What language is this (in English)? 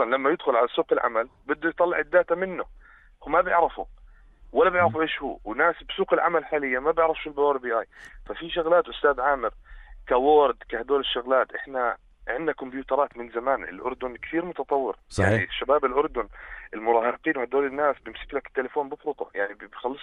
North Levantine Arabic